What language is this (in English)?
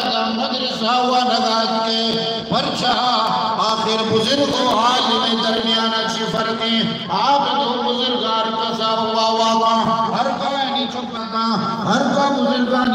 Eastern Balochi